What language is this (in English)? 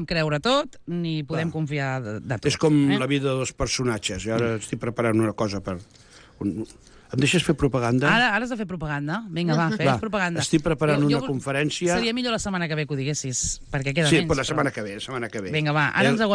Catalan